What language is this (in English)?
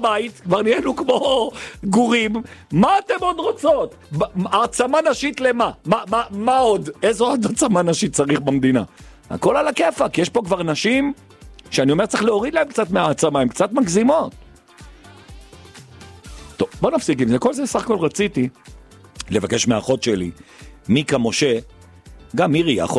Hebrew